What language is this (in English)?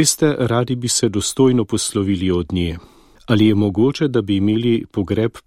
Slovenian